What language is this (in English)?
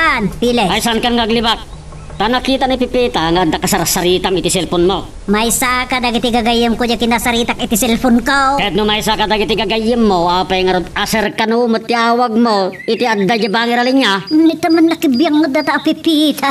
Iloko